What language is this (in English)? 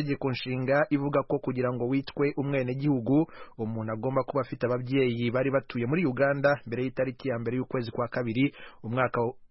Kinyarwanda